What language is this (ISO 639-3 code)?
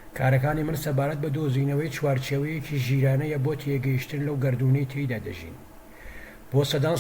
ckb